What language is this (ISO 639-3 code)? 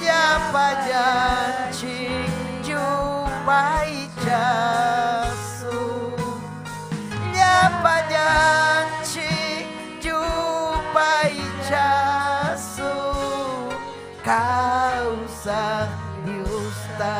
quy